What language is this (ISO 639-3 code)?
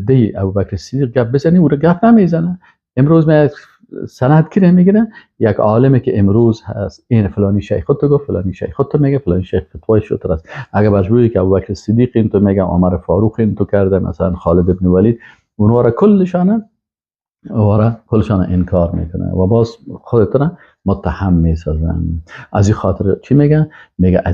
fas